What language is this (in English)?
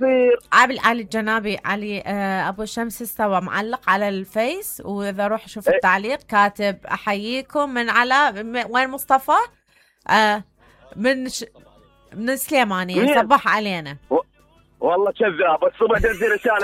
Mesopotamian Arabic